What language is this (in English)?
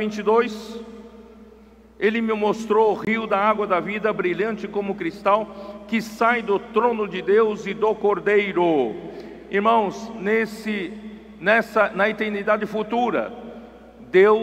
Portuguese